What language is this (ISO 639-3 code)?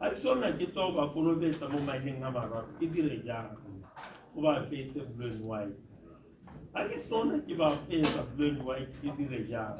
tsn